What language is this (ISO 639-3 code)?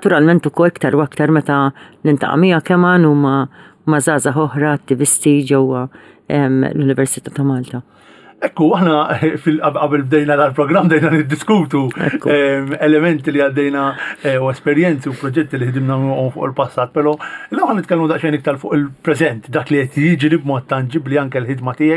mlt